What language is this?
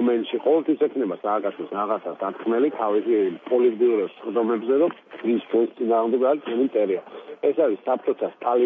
Georgian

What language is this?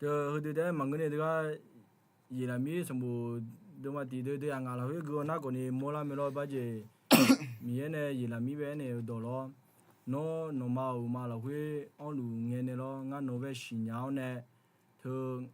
Akha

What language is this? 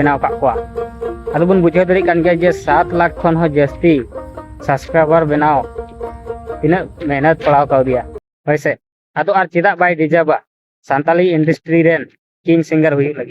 Santali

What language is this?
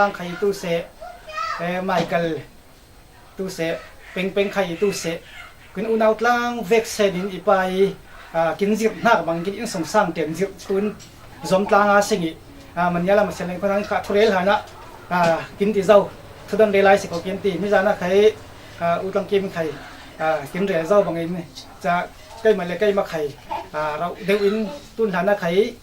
Falam Chin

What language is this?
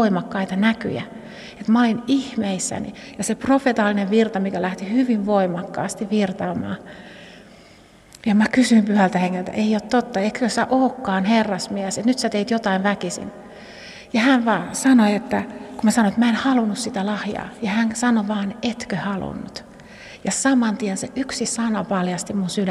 Finnish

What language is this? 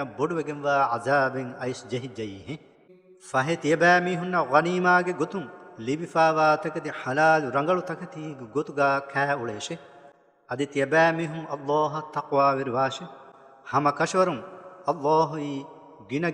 Divehi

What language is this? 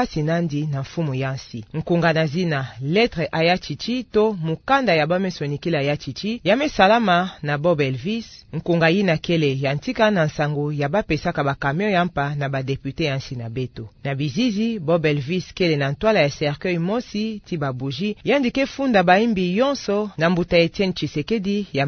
Kituba (Democratic Republic of Congo)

